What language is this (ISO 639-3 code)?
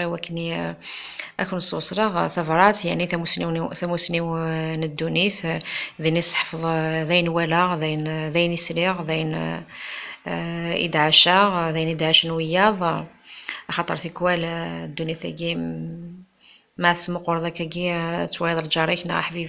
kab